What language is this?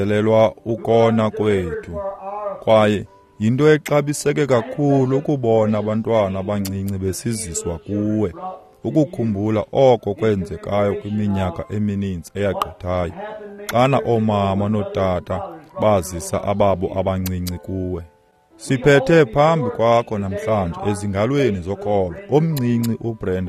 Xhosa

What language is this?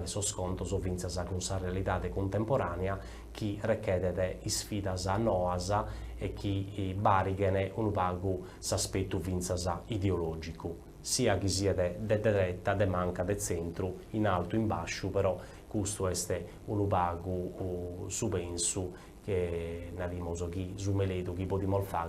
Sardinian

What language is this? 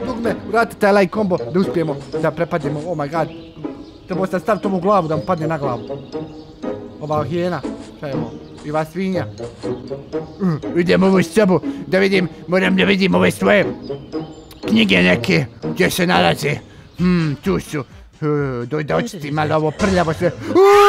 Bosnian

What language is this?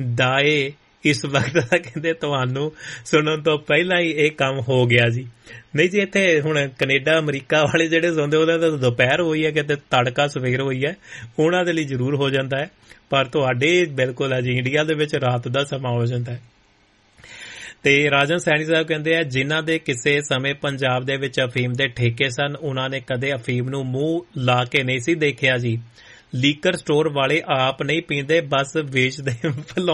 Punjabi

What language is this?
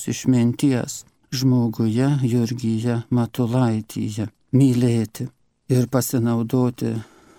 Lithuanian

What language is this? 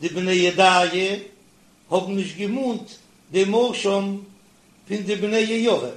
Yiddish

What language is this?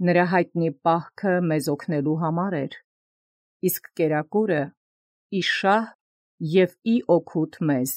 Armenian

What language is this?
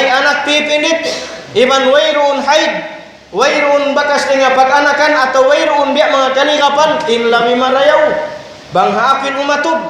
Tausug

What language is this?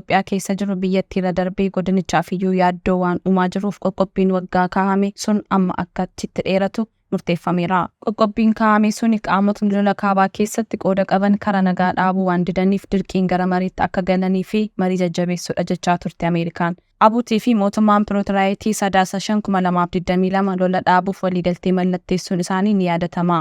Oromo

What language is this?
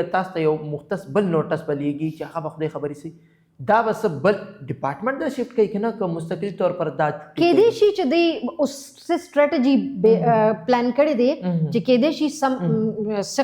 Pashto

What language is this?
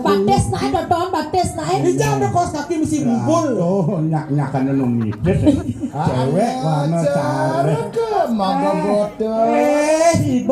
Balinese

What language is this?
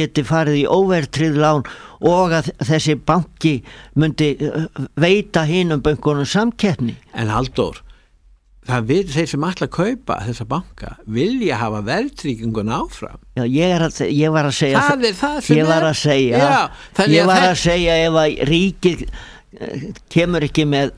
Icelandic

